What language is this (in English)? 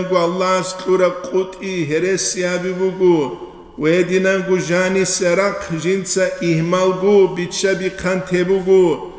Avaric